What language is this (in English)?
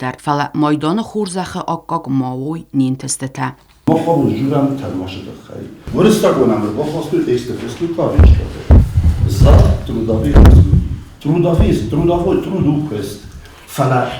Ossetic